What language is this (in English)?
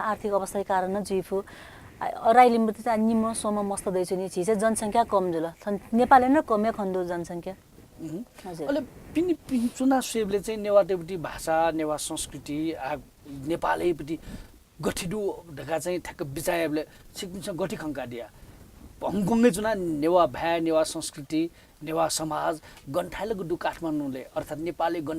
Newari